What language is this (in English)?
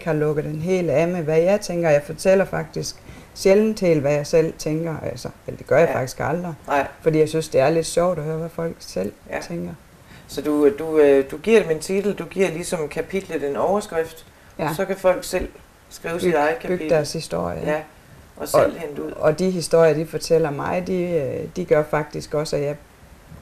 Danish